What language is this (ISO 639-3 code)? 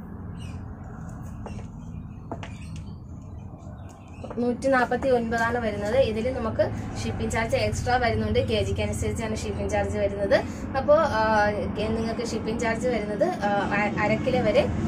mal